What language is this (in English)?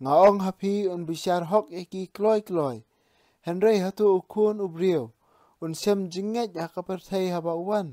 Khasi